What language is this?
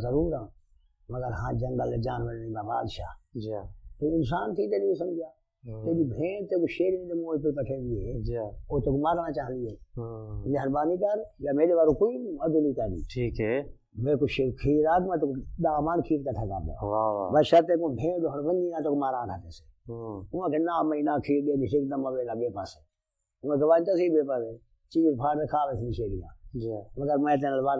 Saraiki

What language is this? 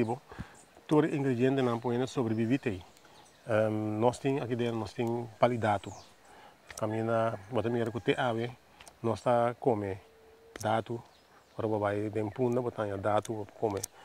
Papiamento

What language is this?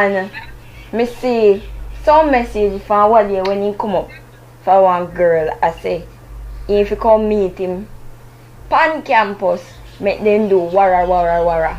Jamaican Creole English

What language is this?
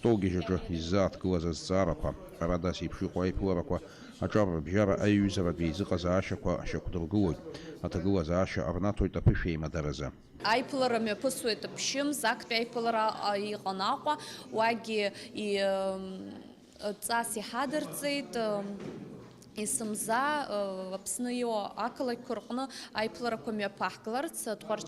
Abkhazian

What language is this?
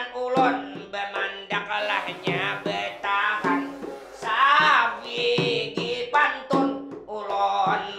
Banjar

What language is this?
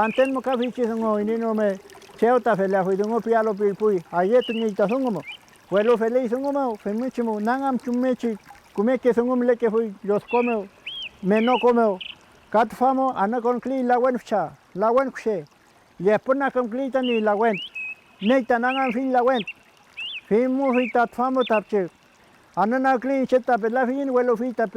Mapuche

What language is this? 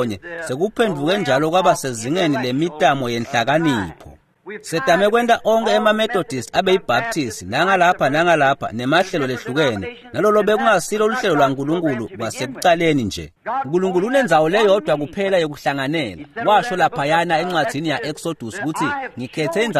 Swati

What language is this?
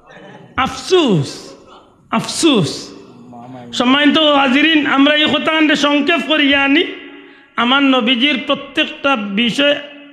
Sylheti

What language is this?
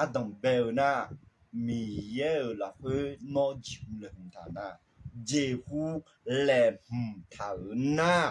Akha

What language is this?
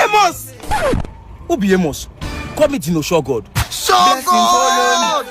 Nigerian Pidgin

